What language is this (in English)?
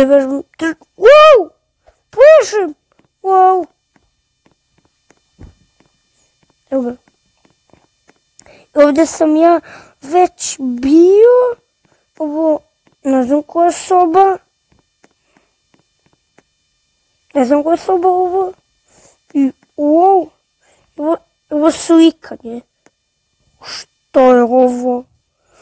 Croatian